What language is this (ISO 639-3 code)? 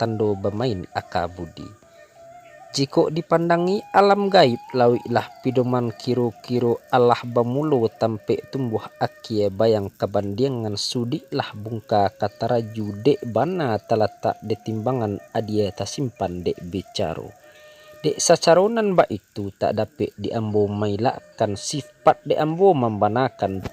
min